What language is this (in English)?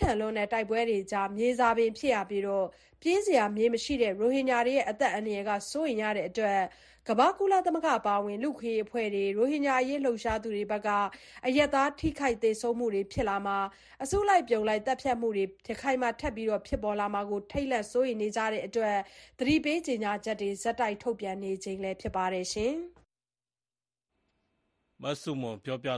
Burmese